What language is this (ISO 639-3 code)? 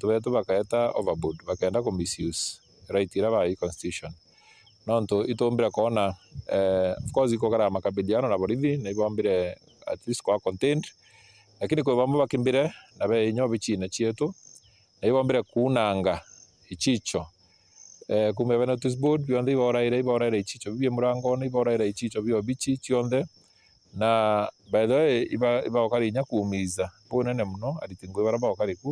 mer